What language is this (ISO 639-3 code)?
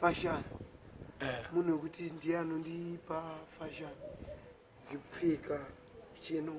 sna